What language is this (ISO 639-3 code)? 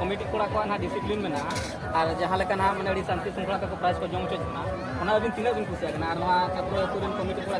sat